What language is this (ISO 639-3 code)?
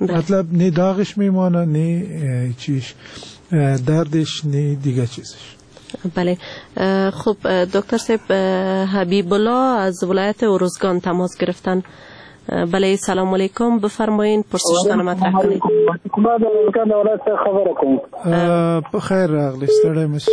fas